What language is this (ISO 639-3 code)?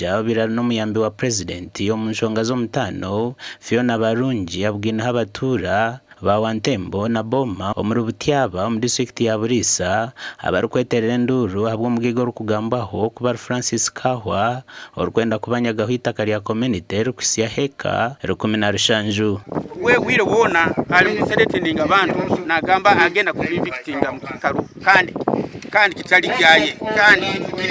nyn